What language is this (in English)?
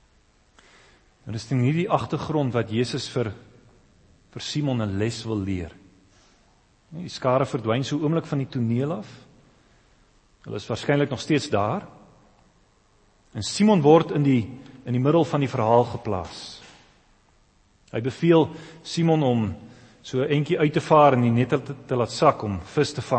Afrikaans